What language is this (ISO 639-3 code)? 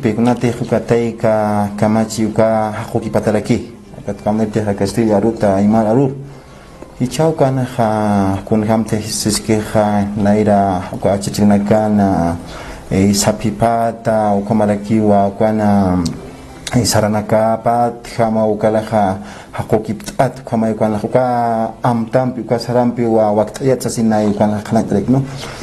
aym